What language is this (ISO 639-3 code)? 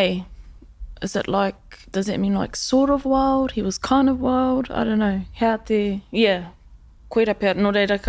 mri